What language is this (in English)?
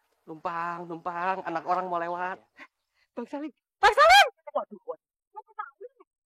Betawi